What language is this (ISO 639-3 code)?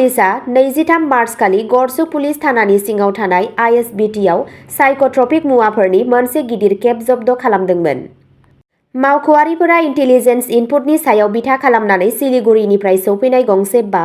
brx